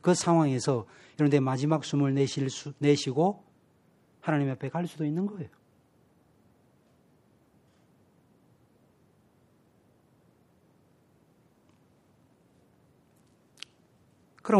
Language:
Korean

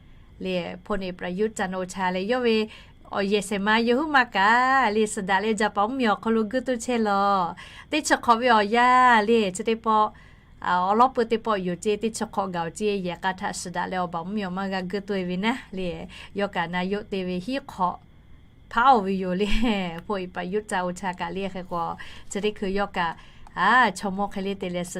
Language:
Lahu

